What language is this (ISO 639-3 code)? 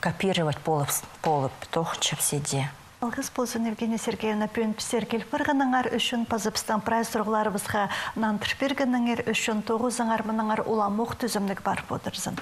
kjh